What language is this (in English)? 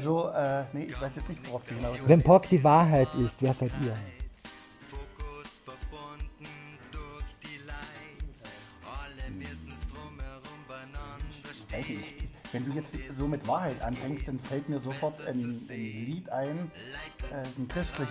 German